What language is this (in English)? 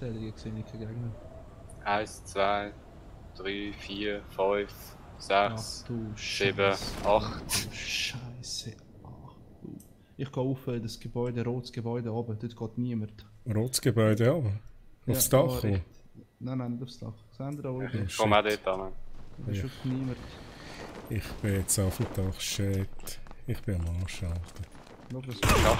Swiss German